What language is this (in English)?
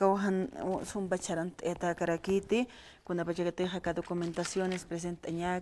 Aymara